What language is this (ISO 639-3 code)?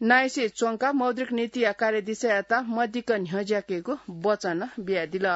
new